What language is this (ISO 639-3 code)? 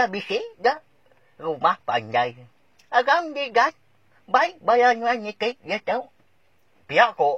iba